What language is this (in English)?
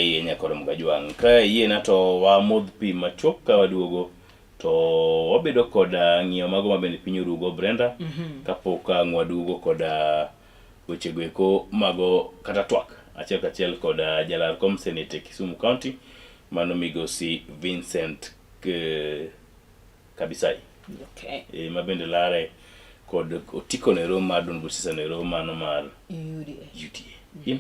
Luo (Kenya and Tanzania)